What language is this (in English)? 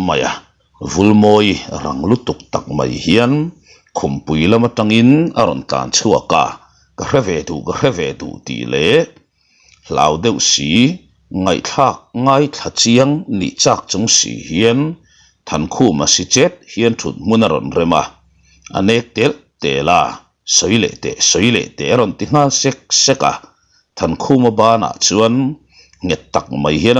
Mizo